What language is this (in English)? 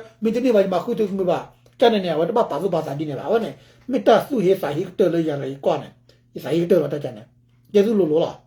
S'gaw Karen